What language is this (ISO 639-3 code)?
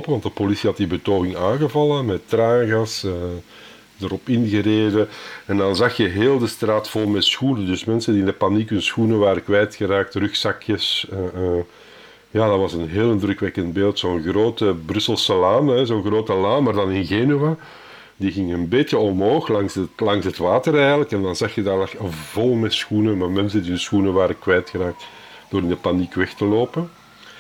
nld